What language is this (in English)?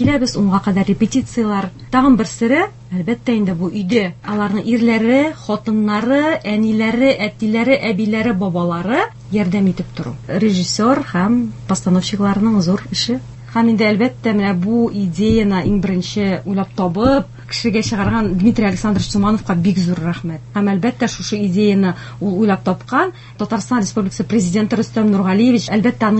Tatar